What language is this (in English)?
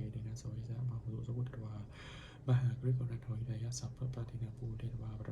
Pali